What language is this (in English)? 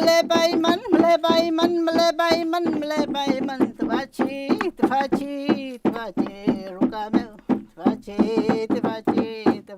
Mapuche